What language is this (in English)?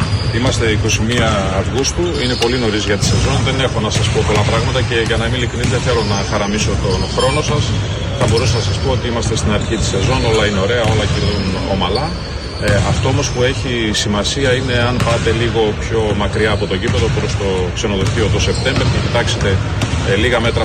Greek